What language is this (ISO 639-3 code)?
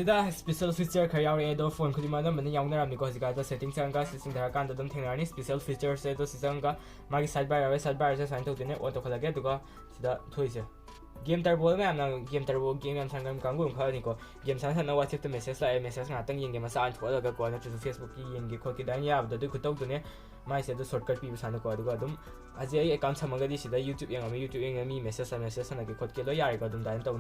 mni